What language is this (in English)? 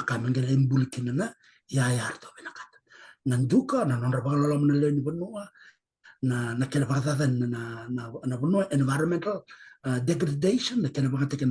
Fijian